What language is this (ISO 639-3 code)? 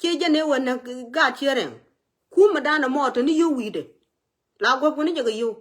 nus